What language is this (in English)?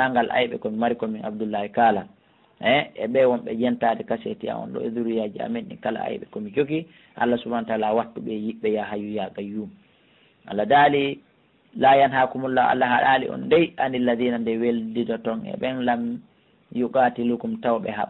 Pular